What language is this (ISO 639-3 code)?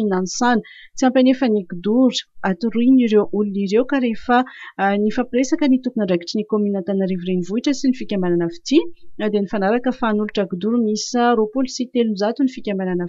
mlg